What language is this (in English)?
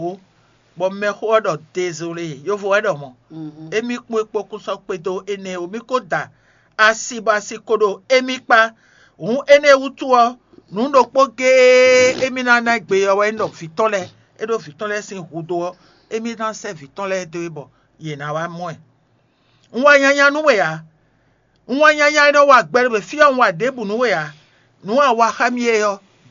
Fon